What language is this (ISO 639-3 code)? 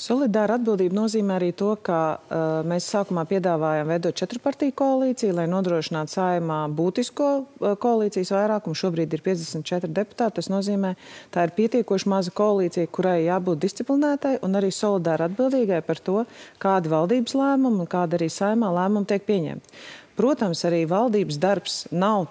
lav